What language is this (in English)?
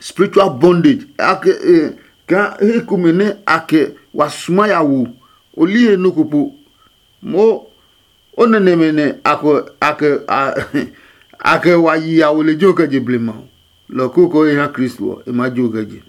Adangme